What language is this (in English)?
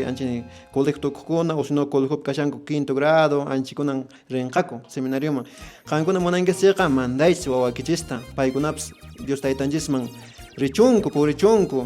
Quechua